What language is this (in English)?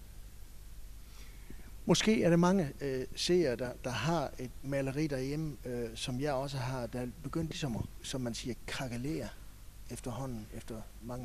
Danish